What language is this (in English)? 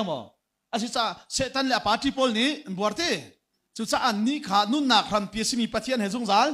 Hakha Chin